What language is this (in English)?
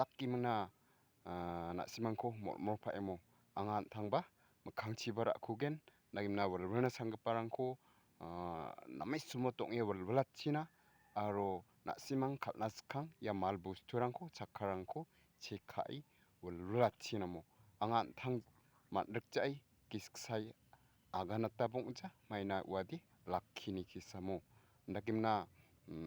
Garo